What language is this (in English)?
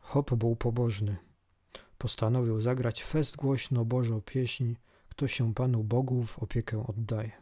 Silesian